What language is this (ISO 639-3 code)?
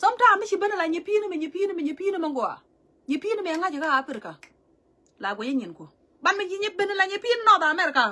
nus